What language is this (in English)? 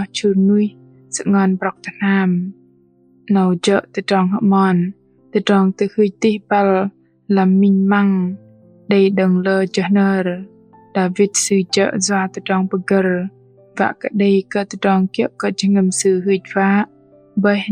Bahnar